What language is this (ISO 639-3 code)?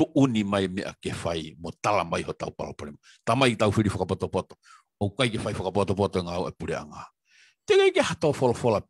ton